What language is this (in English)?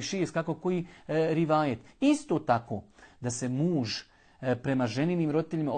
Bosnian